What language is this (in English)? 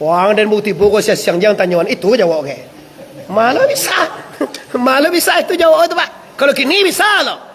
Minangkabau